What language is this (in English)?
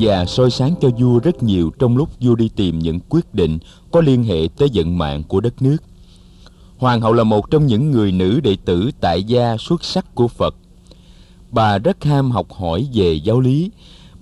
Vietnamese